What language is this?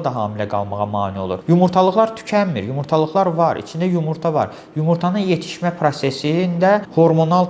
Azerbaijani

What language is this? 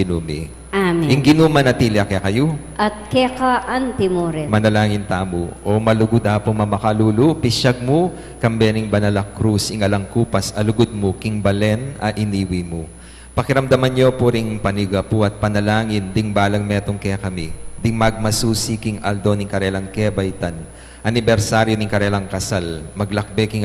Pampanga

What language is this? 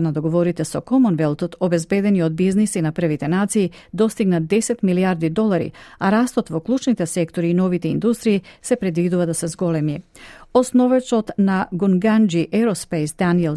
Macedonian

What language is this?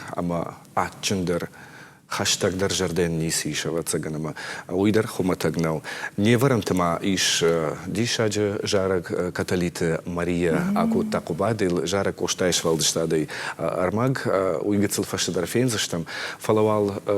Ossetic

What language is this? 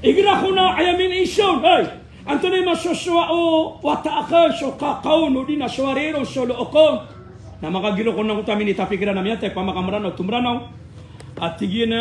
Maranao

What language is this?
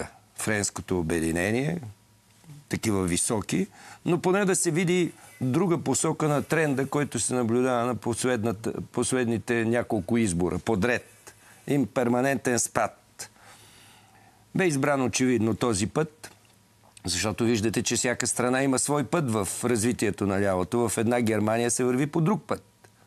Bulgarian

